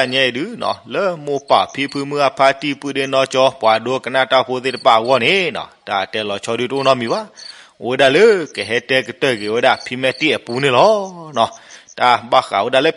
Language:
S'gaw Karen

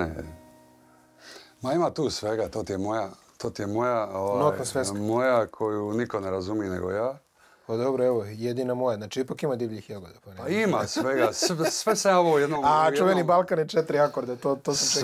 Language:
Croatian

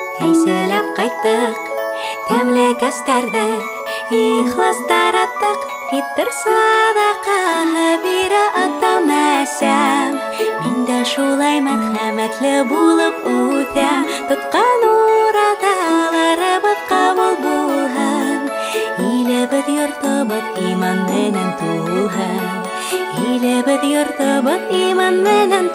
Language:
Bashkir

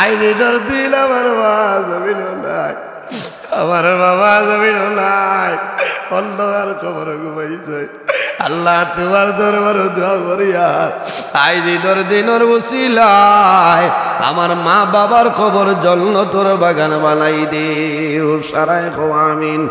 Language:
Sylheti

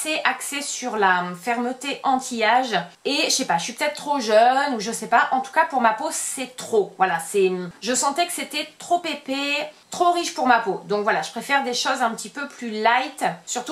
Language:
French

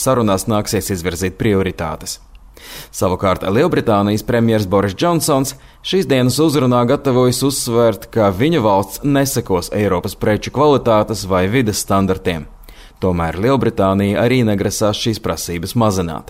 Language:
Latvian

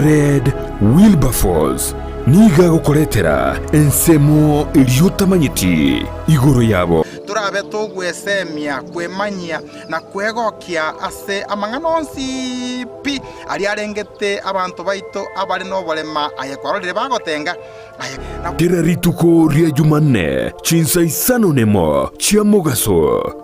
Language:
Gusii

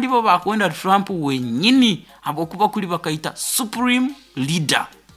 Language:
Nyoro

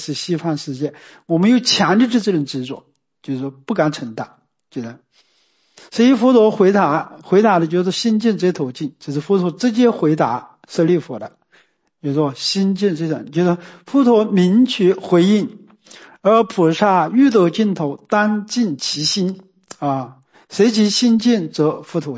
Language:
Chinese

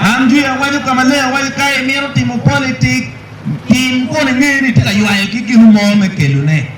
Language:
Acoli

